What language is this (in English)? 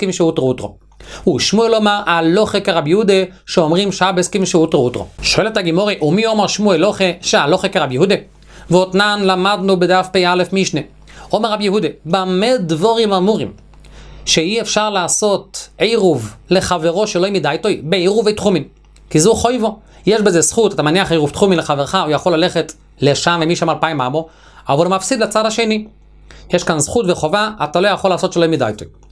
Hebrew